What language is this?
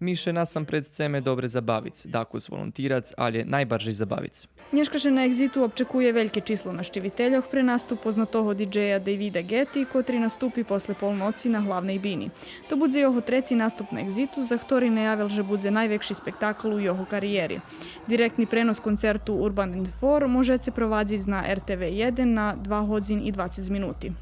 Rusyn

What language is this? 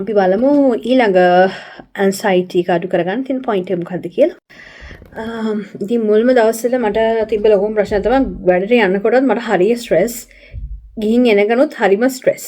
Sinhala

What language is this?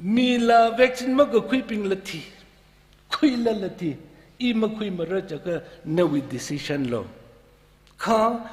Tangkhul Naga (India)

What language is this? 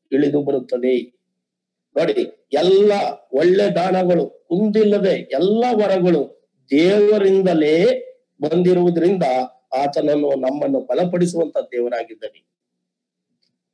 Kannada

